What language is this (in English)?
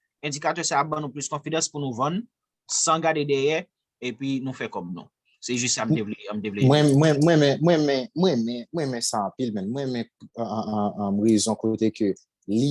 Haitian Creole